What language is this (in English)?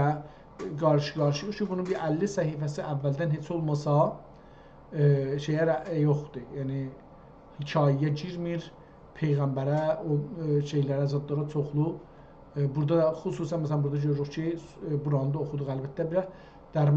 South Azerbaijani